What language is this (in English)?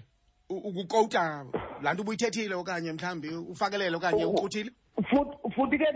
Xhosa